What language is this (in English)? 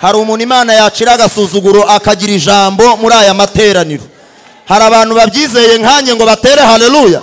Kinyarwanda